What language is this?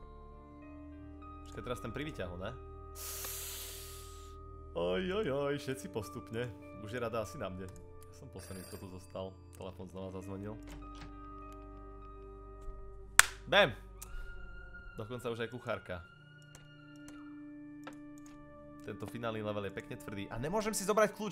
Slovak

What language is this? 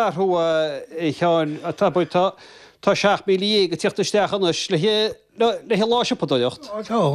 Irish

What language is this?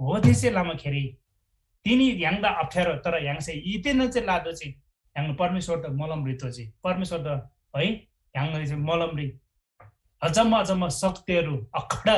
Eastern Tamang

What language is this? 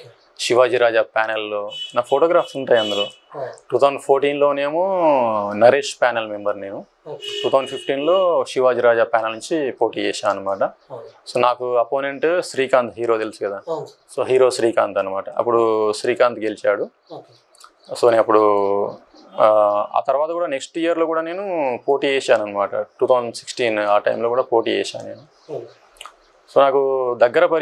Telugu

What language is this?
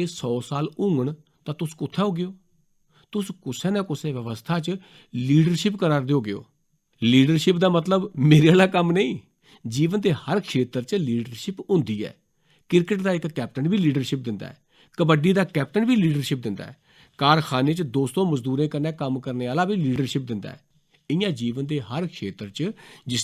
Dogri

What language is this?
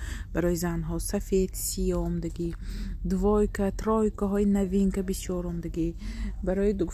Tajik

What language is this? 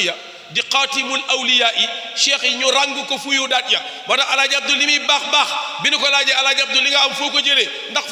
Wolof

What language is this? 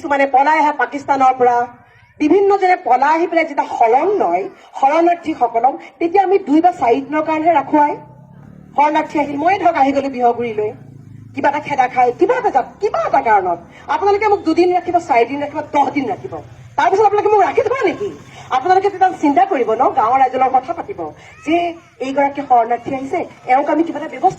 Assamese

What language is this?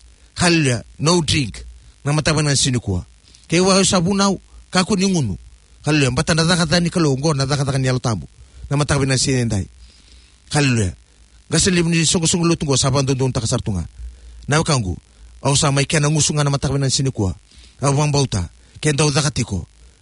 Fijian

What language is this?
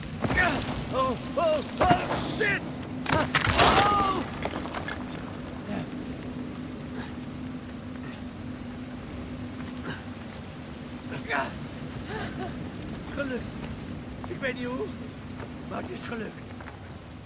Dutch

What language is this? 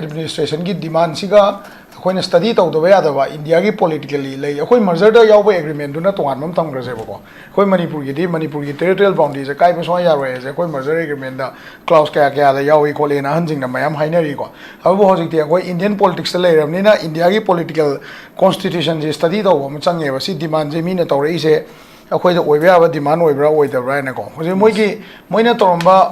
Manipuri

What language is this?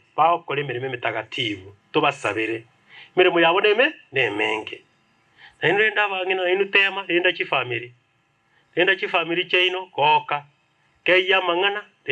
Gusii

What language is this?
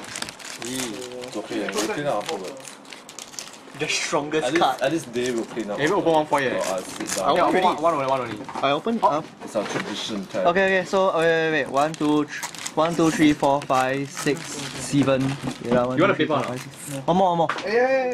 English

